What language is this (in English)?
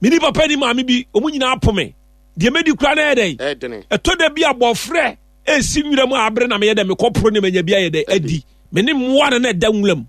Akan